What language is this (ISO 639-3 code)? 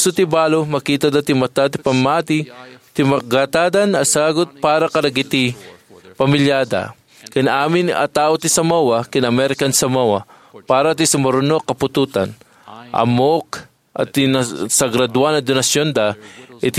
ilo